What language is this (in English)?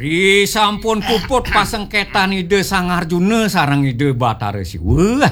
Balinese